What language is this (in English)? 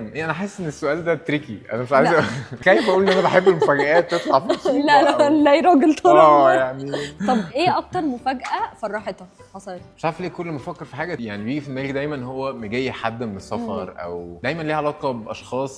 Egyptian Arabic